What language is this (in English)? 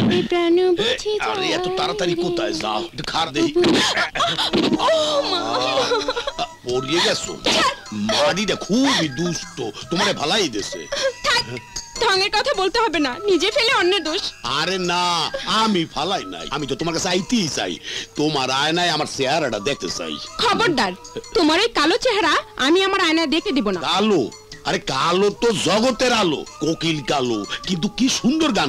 Bangla